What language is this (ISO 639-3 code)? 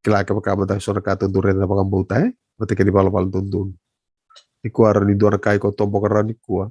fij